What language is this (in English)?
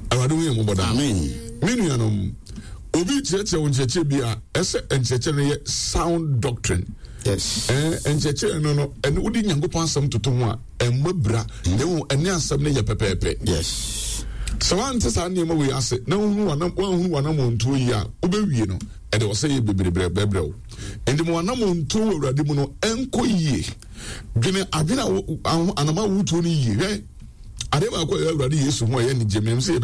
Akan